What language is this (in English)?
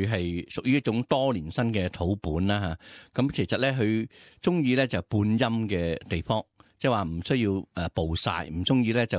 Cantonese